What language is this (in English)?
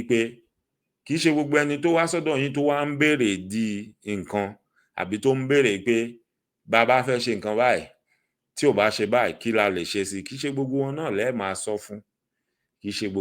Yoruba